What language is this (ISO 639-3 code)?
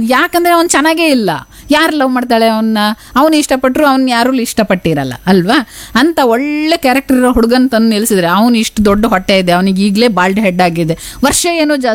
kan